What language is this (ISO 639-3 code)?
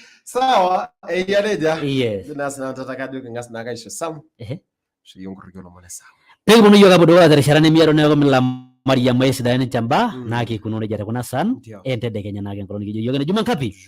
mas